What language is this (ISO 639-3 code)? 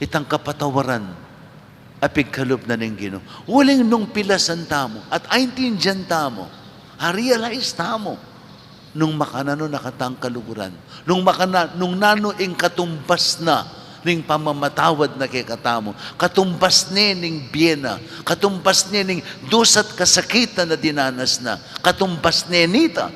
pam